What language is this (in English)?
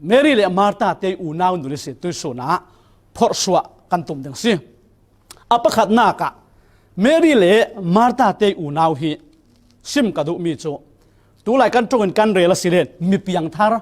Falam Chin